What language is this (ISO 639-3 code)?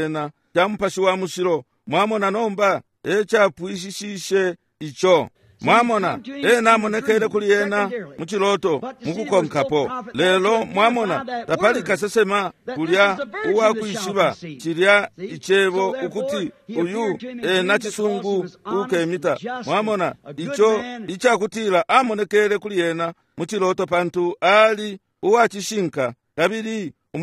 bem